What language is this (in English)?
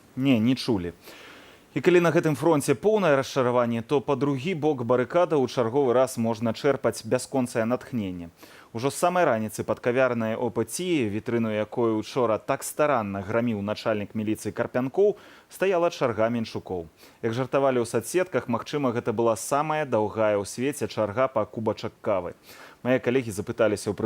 Belarusian